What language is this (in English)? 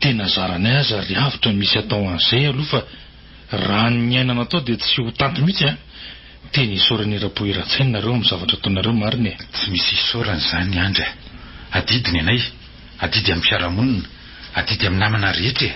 Malagasy